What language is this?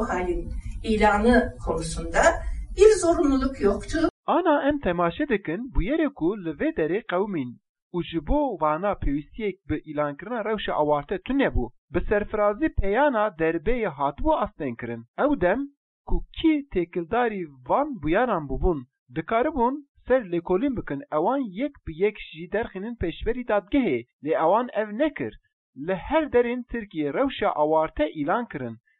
Kurdish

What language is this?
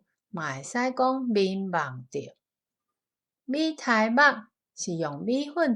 Min Nan Chinese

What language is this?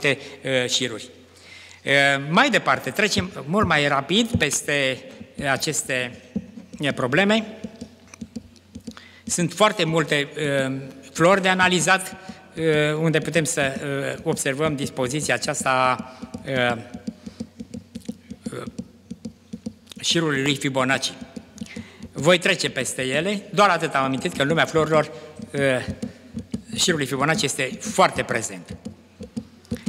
Romanian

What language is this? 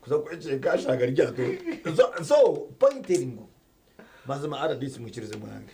Nyankole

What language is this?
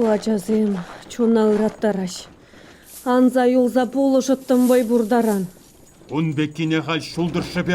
Chuvash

